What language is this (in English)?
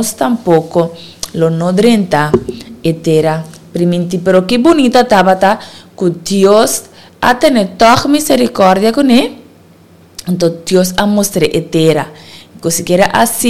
Papiamento